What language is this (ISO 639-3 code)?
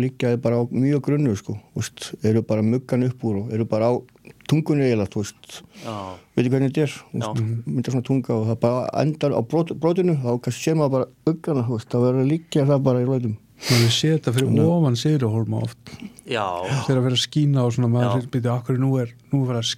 isl